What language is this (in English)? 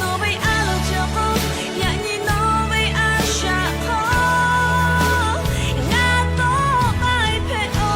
Lahu